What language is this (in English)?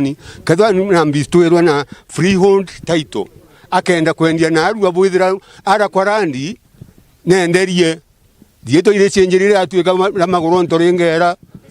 Meru